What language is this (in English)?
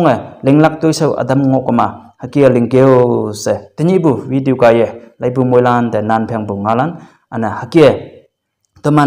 Konyak Naga